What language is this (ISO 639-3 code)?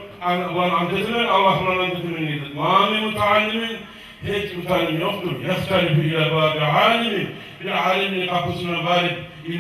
kum